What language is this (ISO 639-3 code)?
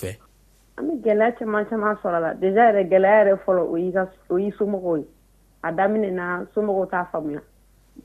bam